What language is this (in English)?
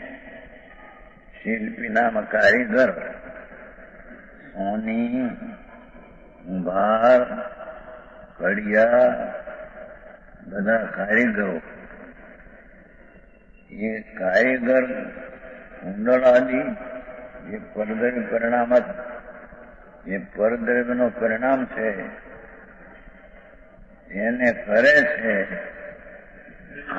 Gujarati